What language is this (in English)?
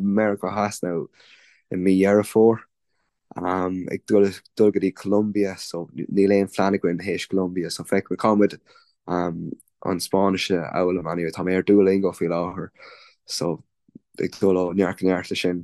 Irish